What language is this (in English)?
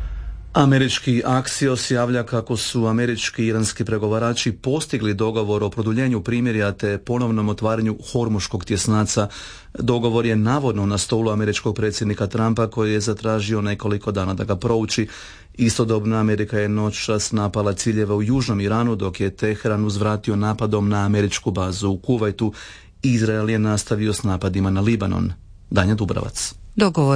Croatian